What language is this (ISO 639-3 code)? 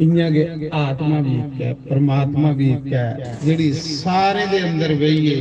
doi